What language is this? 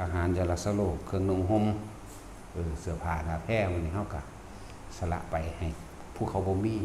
Northeastern Thai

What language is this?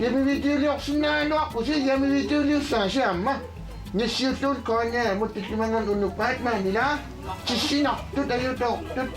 Kalaallisut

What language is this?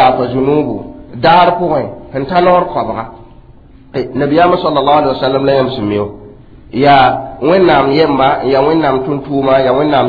Mossi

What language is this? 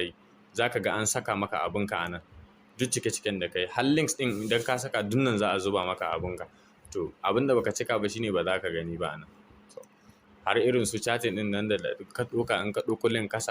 Hausa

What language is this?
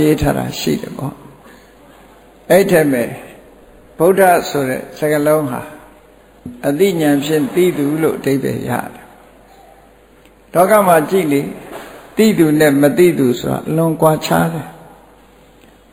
Burmese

